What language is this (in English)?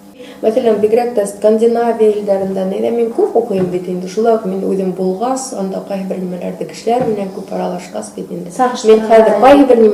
Bashkir